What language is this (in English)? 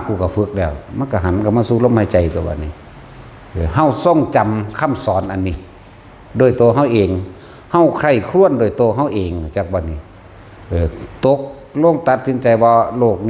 Northeastern Thai